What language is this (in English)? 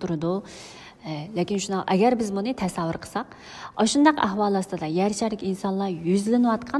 Uyghur